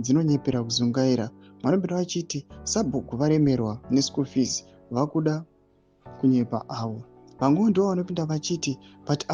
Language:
Shona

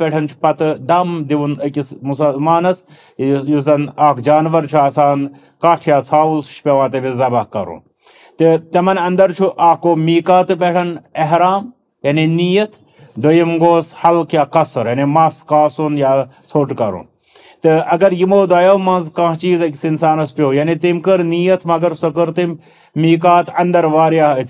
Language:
Kashmiri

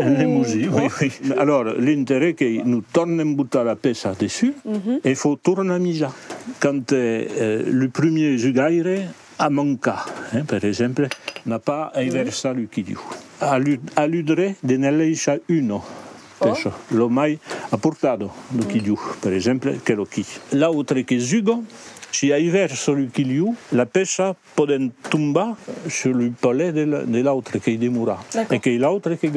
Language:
Occitan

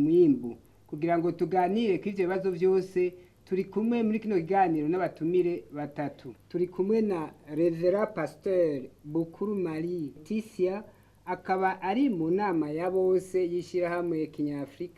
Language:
Rundi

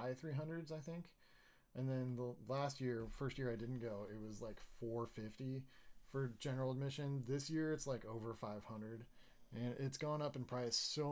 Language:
English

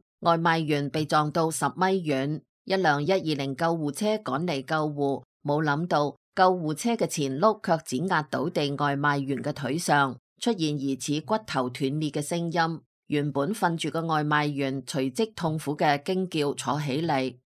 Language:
Cantonese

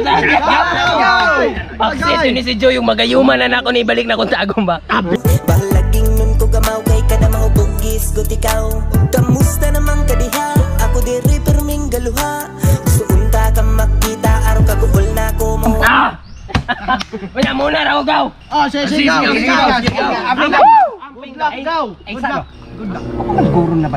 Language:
Cebuano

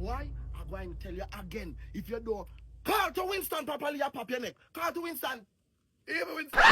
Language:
Jamaican Creole English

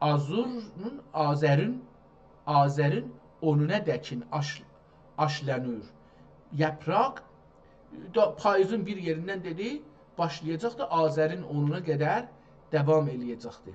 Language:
South Azerbaijani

